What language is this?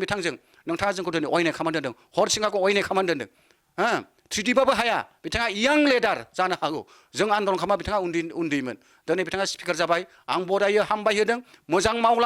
Bodo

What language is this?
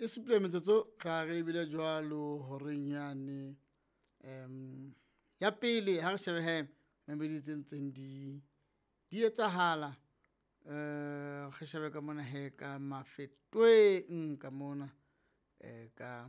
Southern Sotho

